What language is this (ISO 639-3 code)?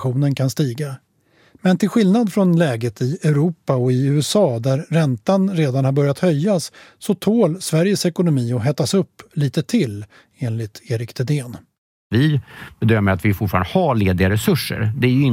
swe